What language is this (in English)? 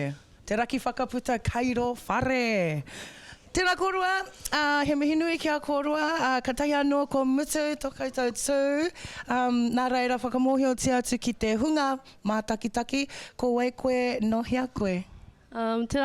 Māori